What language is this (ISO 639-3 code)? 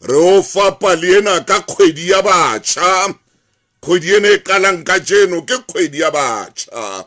sot